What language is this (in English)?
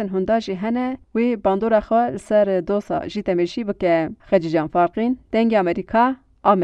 Kurdish